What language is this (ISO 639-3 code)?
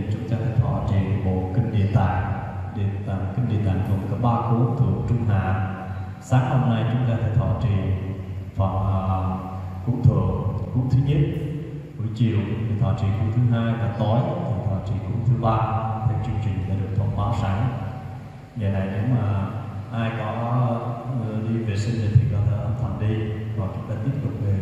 vie